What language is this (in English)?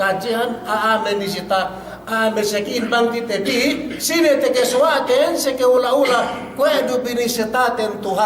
Yakan